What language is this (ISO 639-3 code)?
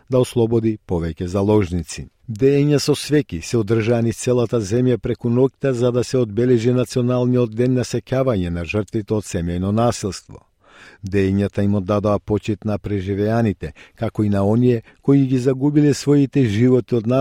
mkd